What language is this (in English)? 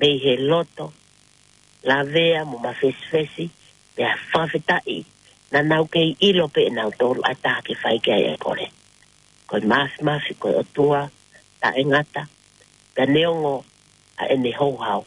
Tongan